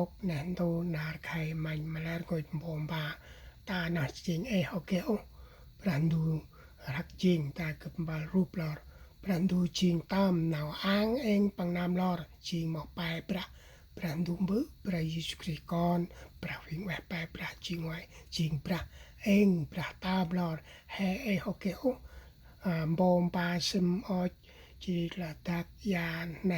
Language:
Central Mnong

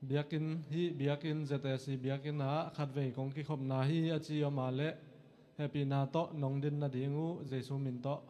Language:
Tedim Chin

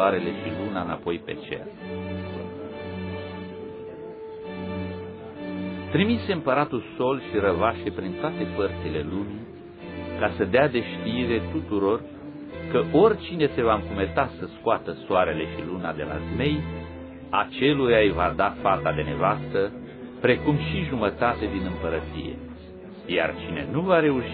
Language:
Romanian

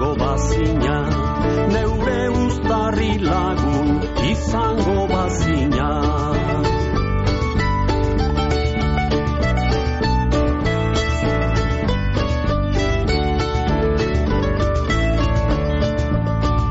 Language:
Basque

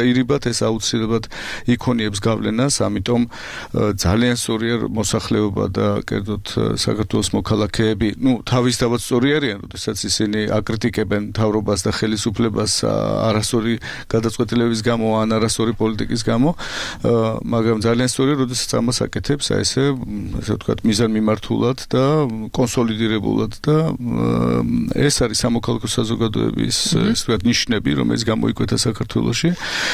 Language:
Georgian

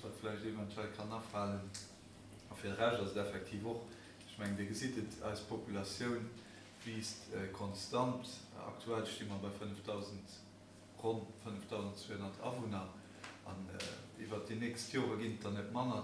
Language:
Luxembourgish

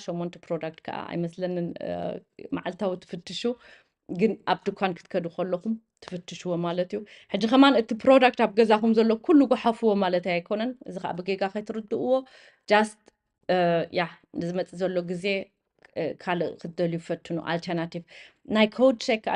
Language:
Tigrinya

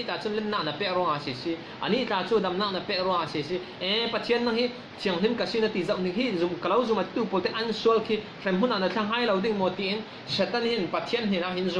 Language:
Falam Chin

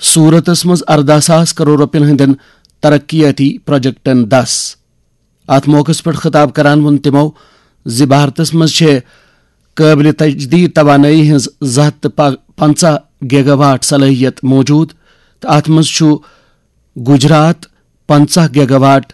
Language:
Kashmiri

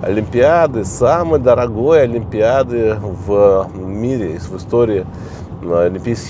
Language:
Russian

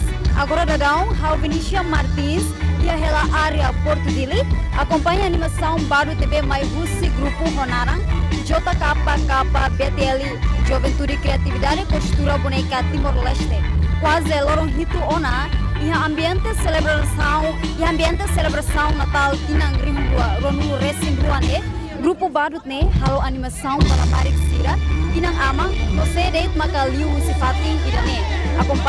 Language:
Tetum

